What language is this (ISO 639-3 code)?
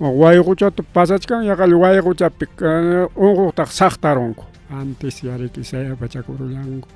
quy